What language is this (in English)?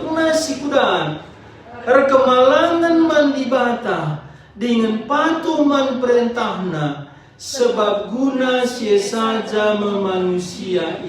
Batak Karo